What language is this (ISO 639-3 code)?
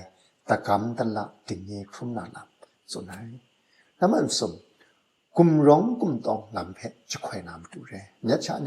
kac